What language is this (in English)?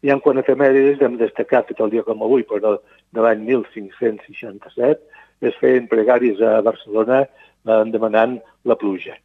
Catalan